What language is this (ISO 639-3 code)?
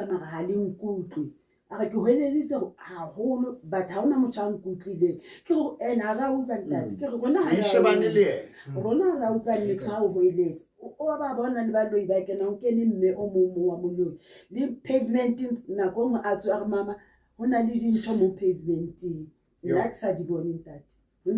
sot